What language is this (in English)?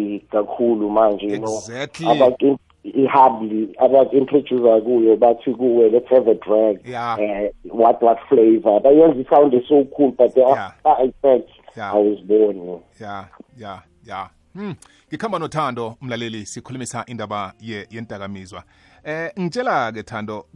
South Ndebele